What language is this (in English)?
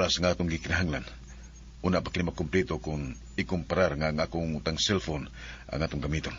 Cebuano